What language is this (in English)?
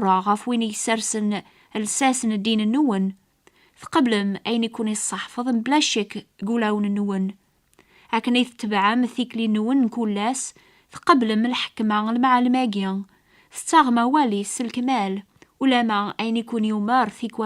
Kabyle